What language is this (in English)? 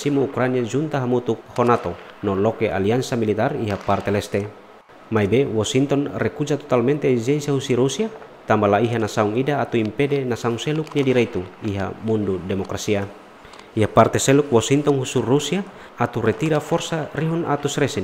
Tetum